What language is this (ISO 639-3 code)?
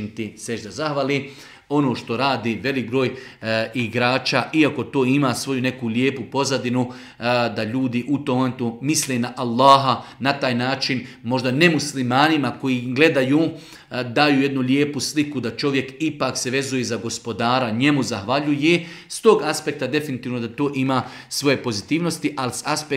bos